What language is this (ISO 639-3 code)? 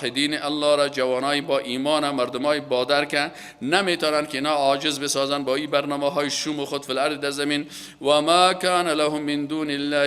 fas